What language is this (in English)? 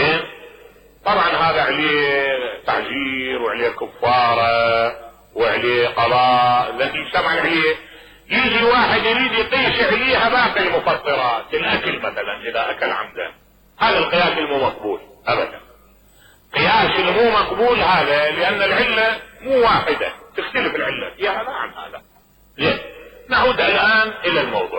Mesopotamian Arabic